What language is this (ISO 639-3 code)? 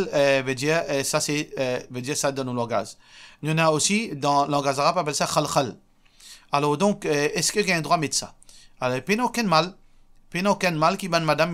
mfe